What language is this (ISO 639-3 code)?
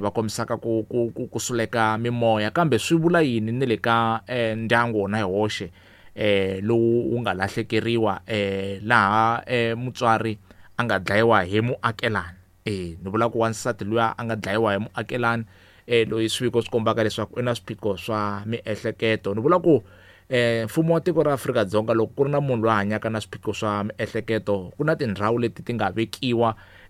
tso